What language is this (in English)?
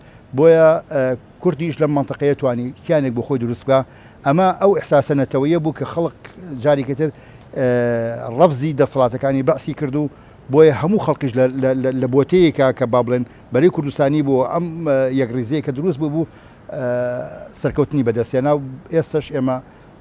Central Kurdish